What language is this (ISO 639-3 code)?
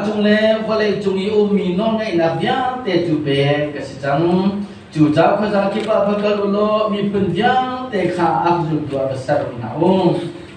cnh